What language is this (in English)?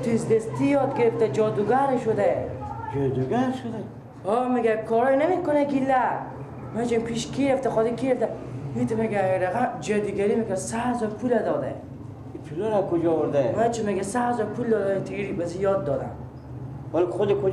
Persian